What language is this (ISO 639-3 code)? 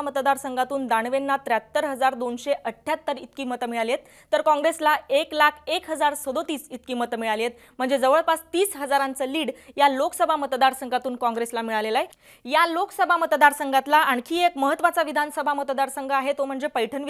mar